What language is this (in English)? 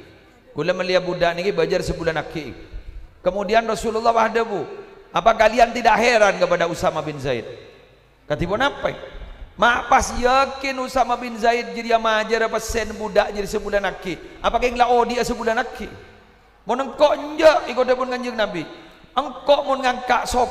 Madurese